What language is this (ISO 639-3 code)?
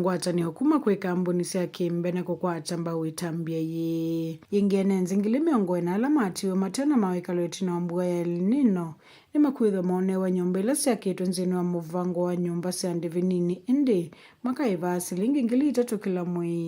kam